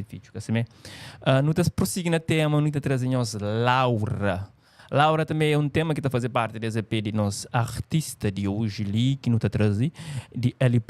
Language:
Kabuverdianu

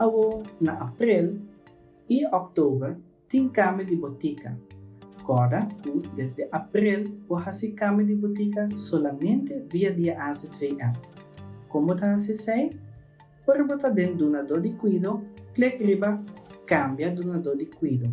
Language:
Papiamento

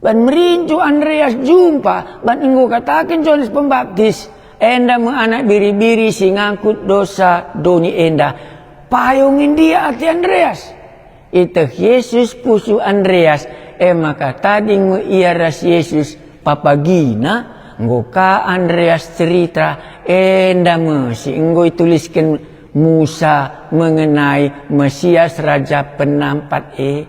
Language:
Batak Karo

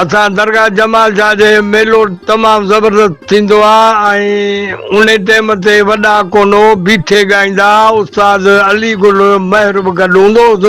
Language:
Sindhi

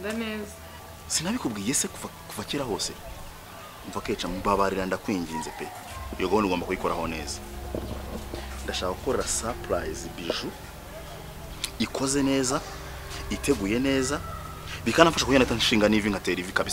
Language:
Kinyarwanda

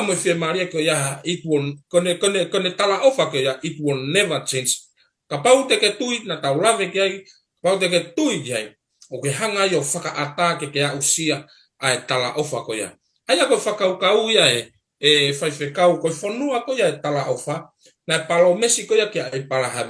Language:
Tongan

